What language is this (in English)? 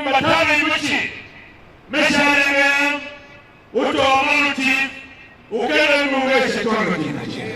Tiv